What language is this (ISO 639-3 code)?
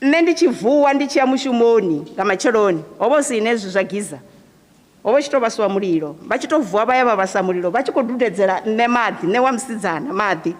ven